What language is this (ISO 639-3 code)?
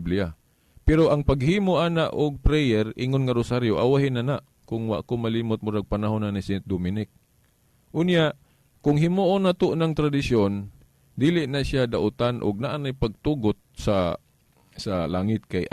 ceb